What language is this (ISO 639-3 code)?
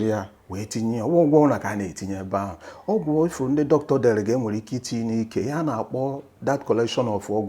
ibo